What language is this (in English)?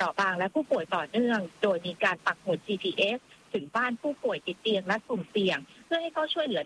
Thai